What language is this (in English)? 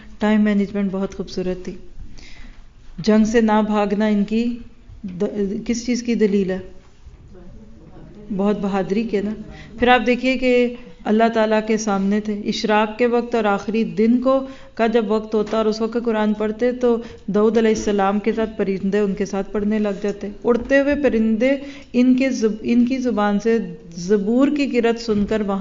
Urdu